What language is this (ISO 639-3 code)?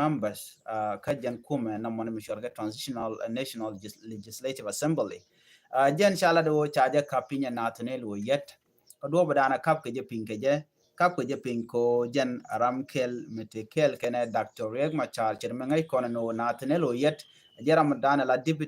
nus